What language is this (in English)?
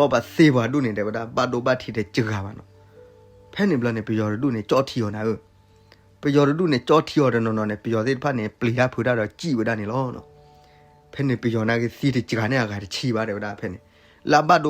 S'gaw Karen